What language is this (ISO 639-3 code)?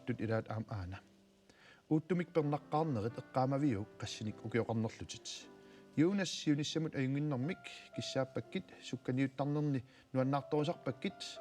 kal